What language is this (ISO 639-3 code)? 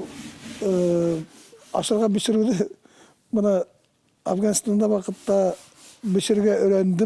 bak